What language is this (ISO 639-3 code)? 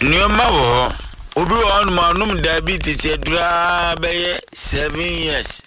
aka